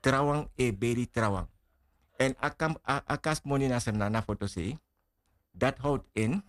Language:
Sranan Tongo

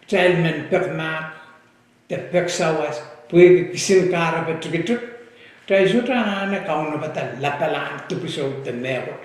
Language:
Pohnpeian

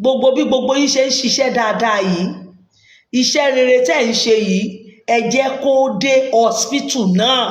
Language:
Yoruba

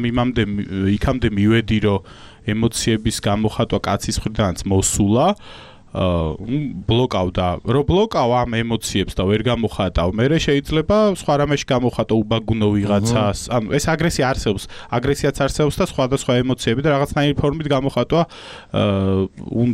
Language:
Georgian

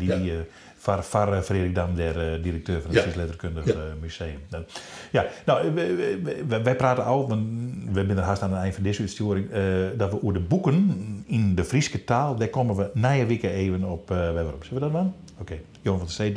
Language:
Western Frisian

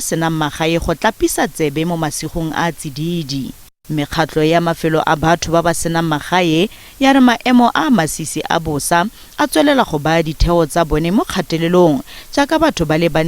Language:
Tswana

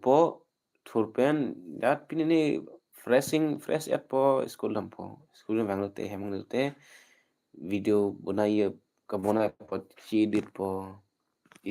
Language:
Karbi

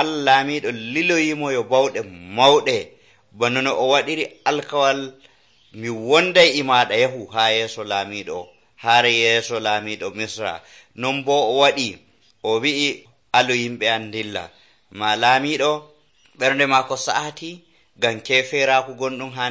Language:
Nigerian Fulfulde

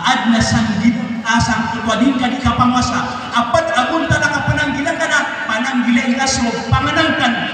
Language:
Maranao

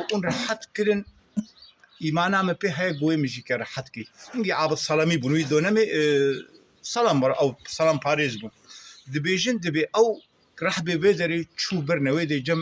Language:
Kurdish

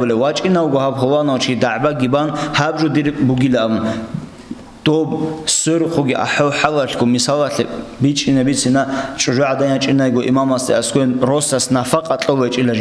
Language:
Avaric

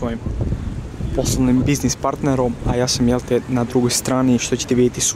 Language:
Croatian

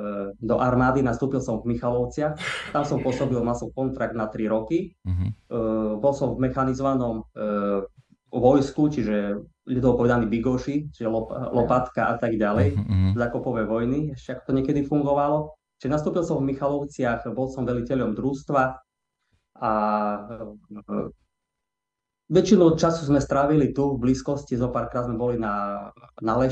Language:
Slovak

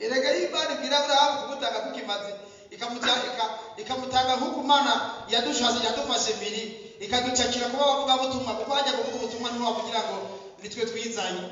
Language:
Rundi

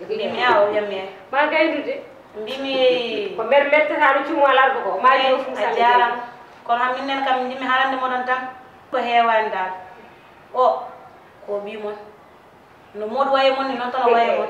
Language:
Fula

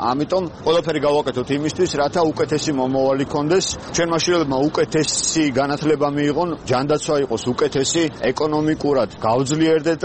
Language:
Georgian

